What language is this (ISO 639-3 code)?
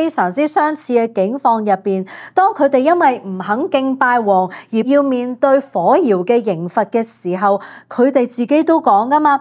yue